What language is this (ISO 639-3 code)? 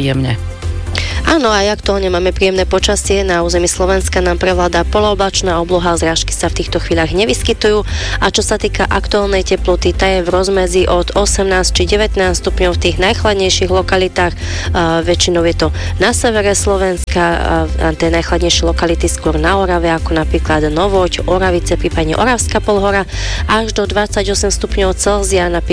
slk